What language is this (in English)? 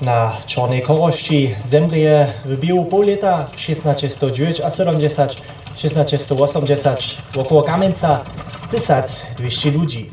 Upper Sorbian